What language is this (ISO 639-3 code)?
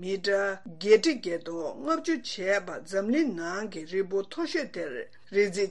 bod